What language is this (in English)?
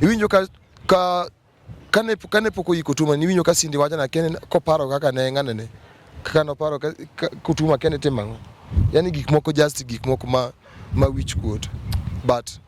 Luo (Kenya and Tanzania)